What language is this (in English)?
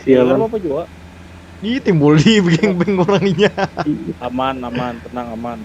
Banjar